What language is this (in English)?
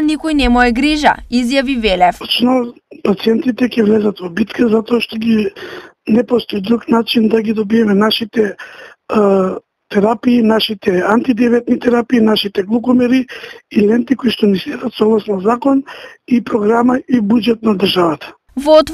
Macedonian